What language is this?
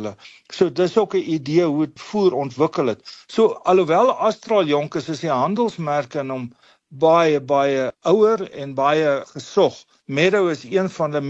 Afrikaans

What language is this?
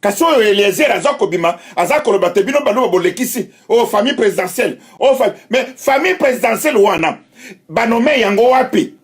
Lingala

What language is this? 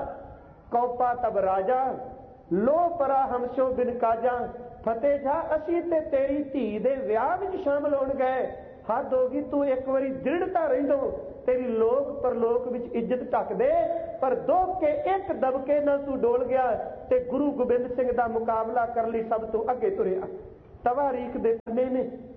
Punjabi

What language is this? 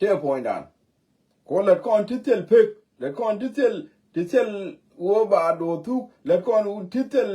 Nuer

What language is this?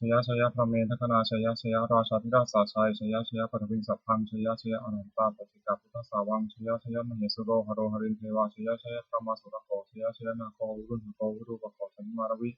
Pali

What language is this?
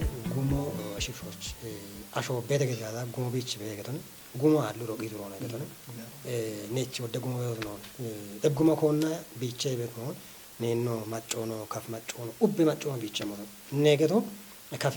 Kafa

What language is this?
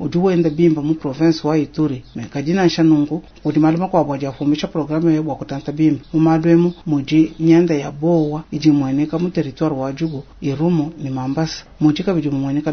Luba-Lulua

